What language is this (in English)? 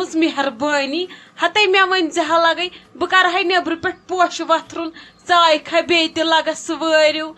Kashmiri